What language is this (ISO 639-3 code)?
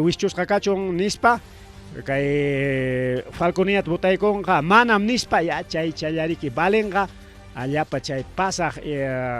quy